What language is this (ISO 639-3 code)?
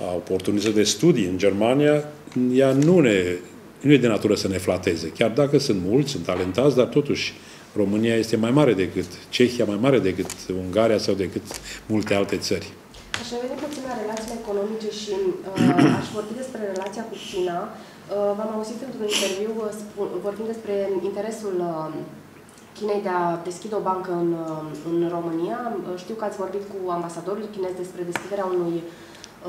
ron